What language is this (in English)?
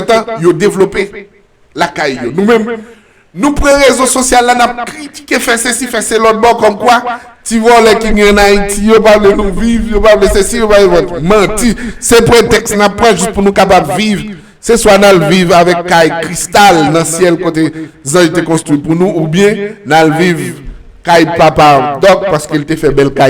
Haitian Creole